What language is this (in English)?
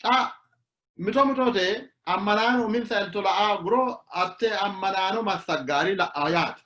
Sidamo